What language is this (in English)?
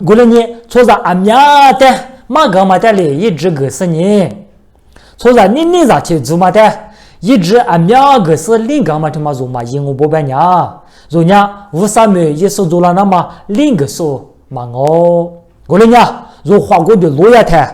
Lisu